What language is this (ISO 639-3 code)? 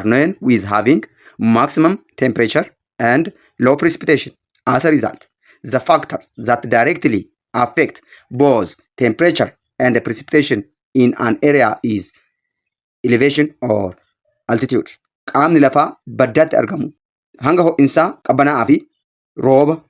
orm